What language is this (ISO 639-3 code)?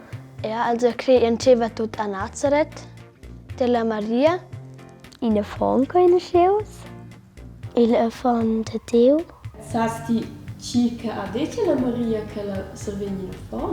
roh